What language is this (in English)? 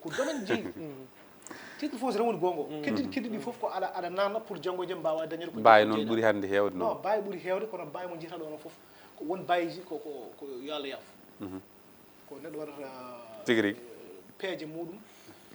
Fula